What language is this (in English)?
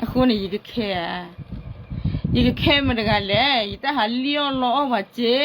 S'gaw Karen